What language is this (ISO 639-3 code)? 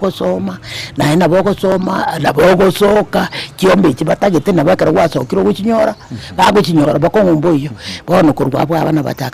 guz